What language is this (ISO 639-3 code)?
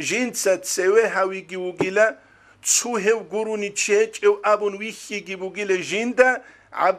ava